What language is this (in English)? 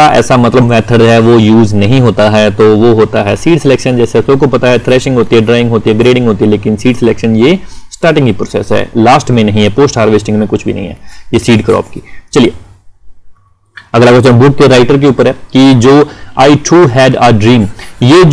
Hindi